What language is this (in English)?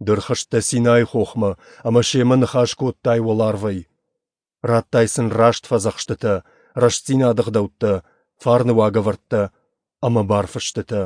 Ossetic